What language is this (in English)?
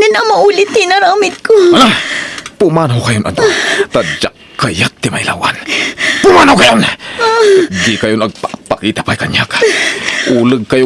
Iloko